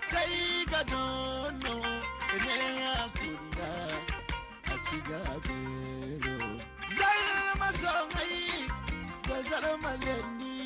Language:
Zarma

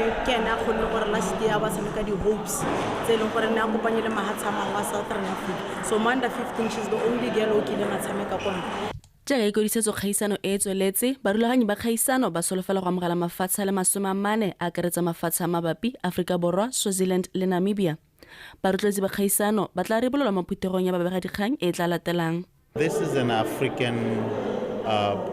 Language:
Tswana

